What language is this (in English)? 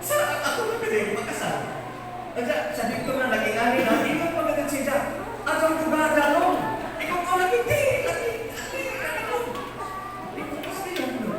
Cebuano